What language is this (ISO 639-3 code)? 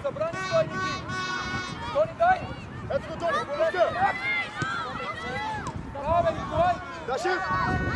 bul